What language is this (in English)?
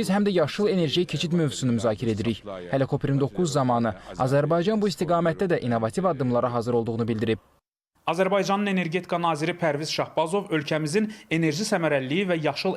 Azerbaijani